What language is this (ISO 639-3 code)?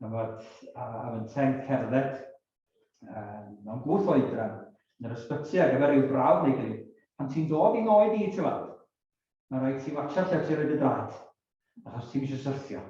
cym